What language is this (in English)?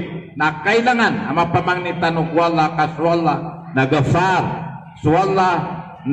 Maranao